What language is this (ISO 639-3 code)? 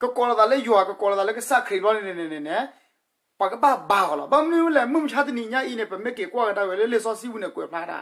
ksw